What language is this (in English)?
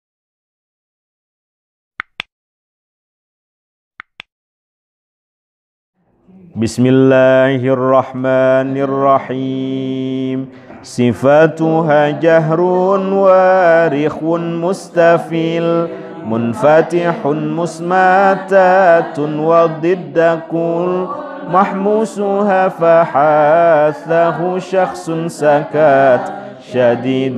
Indonesian